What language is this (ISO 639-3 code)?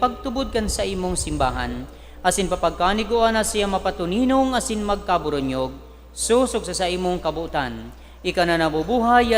bik